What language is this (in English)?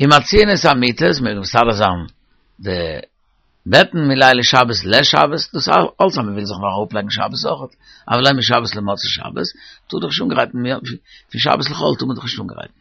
Yiddish